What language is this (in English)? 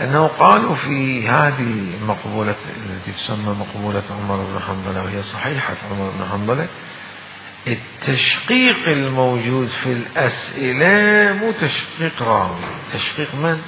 Mesopotamian Arabic